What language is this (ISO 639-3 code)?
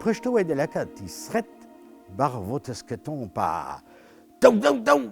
bre